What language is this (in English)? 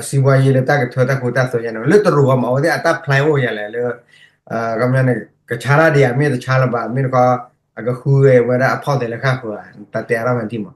S'gaw Karen